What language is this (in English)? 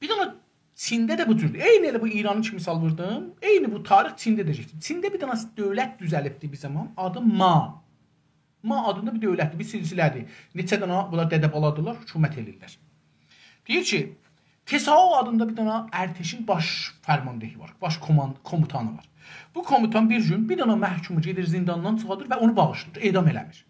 South Azerbaijani